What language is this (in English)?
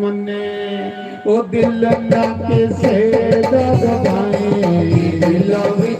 Dogri